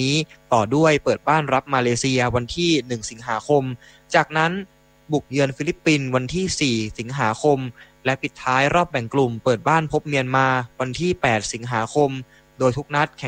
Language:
Thai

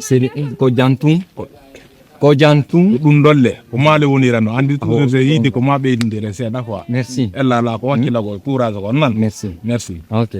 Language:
Fula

